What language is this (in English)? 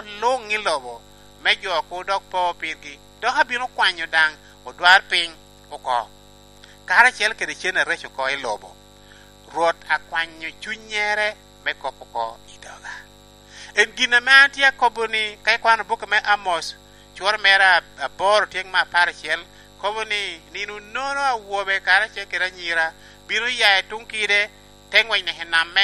Lango (Uganda)